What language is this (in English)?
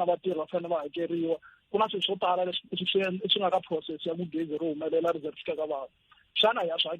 Tsonga